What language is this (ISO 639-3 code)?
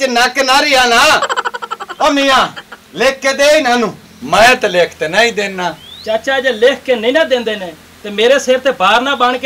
pan